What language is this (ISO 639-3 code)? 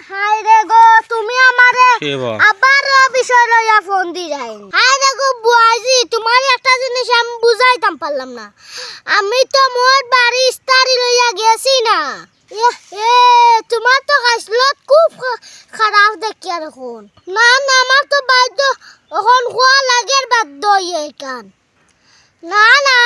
syl